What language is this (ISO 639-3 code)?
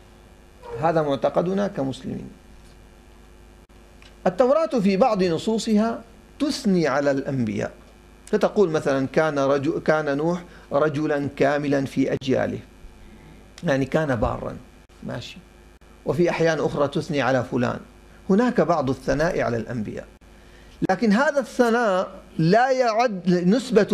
ara